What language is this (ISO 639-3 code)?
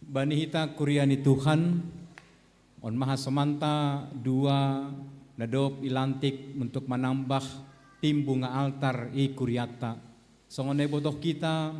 bts